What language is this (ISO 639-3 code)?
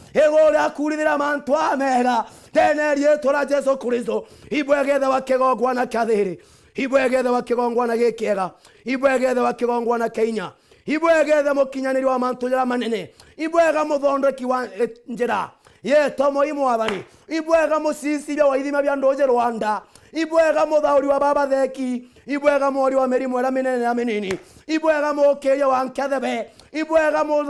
mer